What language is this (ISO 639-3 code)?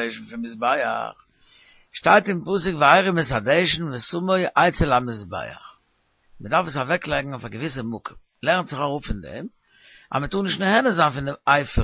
yid